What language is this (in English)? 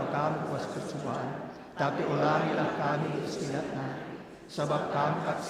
Batak Karo